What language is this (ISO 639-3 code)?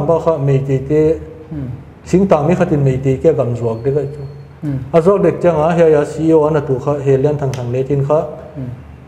pck